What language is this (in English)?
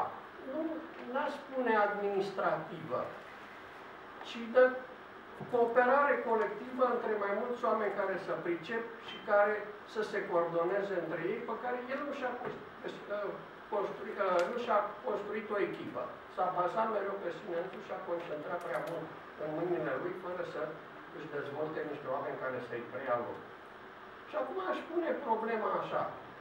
Romanian